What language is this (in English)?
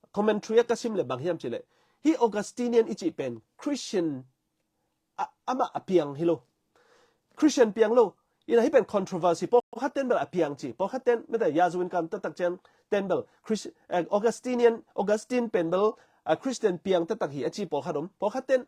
Tedim Chin